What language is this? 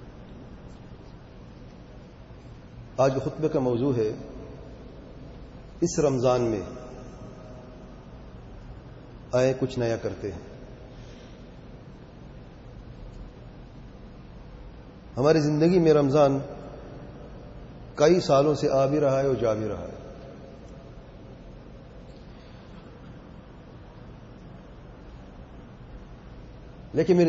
Urdu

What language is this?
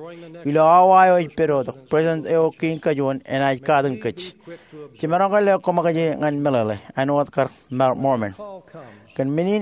Marshallese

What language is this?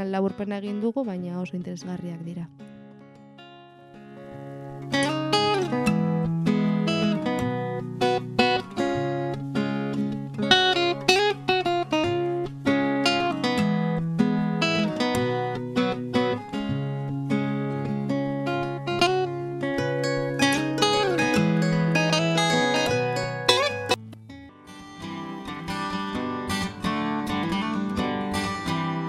Basque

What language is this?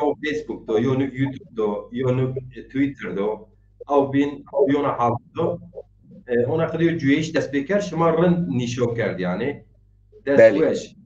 Zaza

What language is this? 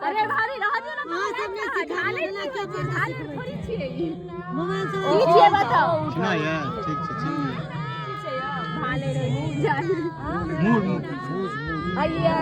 Maithili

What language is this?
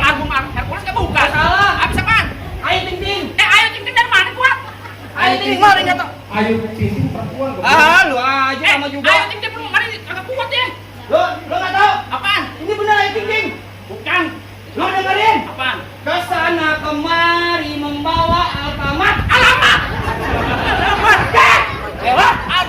Betawi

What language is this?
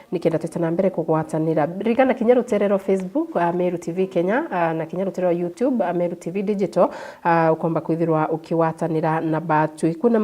Meru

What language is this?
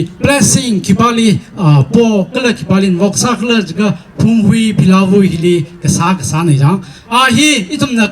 Tangkhul Naga (India)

